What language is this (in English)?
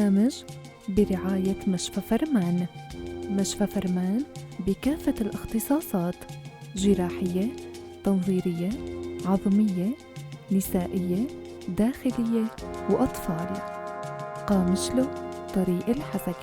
North Levantine Arabic